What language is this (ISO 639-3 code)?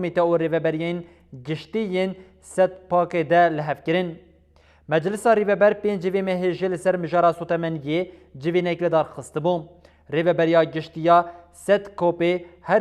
kur